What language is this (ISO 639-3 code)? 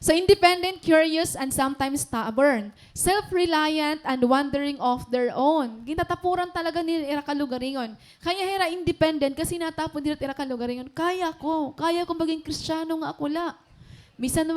war